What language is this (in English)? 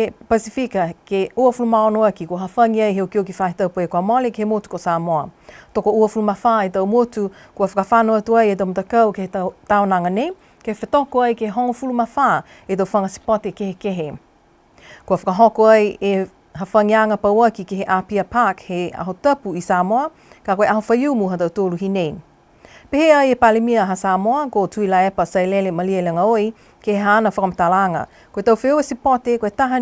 Niuean